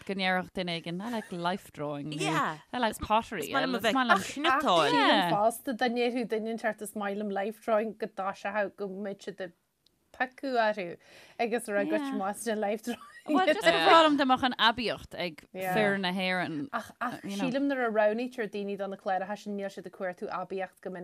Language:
Irish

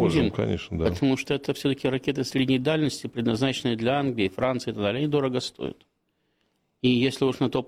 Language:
Russian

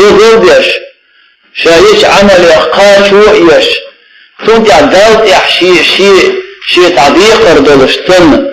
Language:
Chechen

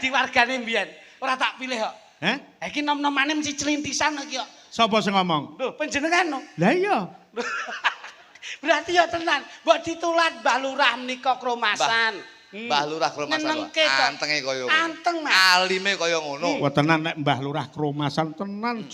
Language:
Javanese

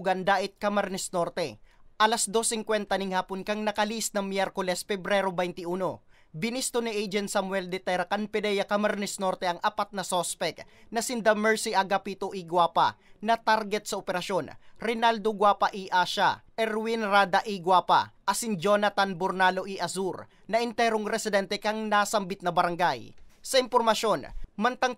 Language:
Bikol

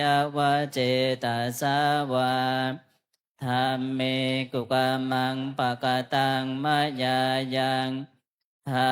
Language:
Pali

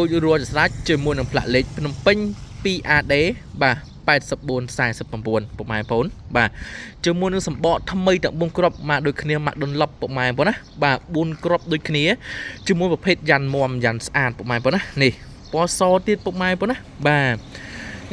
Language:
Khmer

